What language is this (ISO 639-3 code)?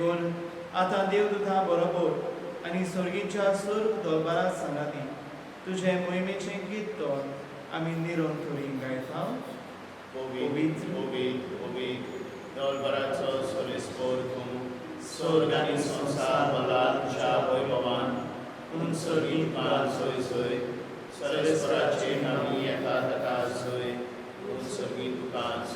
kok